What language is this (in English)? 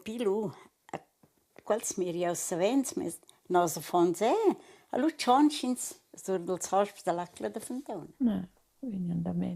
Romansh